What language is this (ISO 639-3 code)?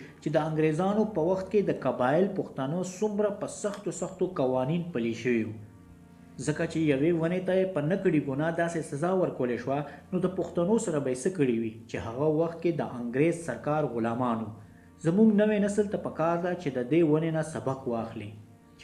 pus